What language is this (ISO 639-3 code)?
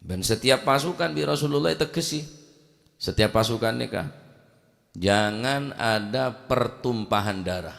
mad